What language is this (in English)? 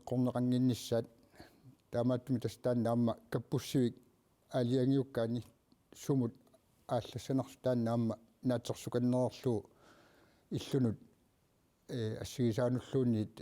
Kalaallisut